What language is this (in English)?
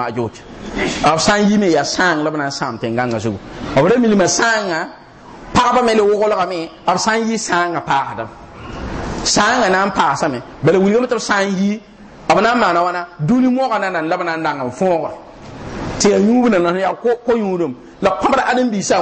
Mossi